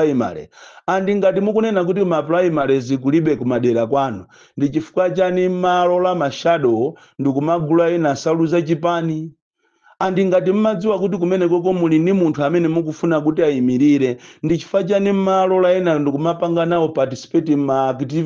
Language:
Nyanja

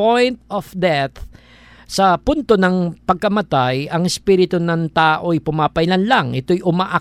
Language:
Filipino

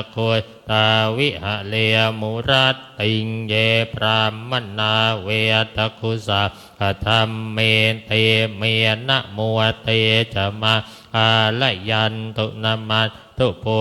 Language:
Pali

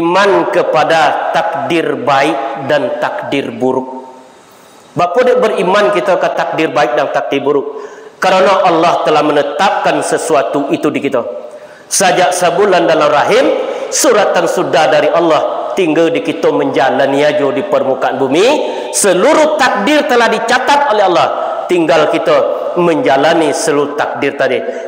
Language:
Minangkabau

